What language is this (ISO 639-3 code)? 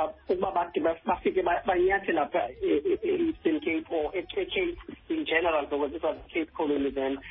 xho